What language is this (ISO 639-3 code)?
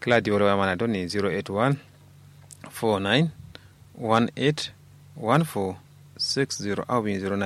kau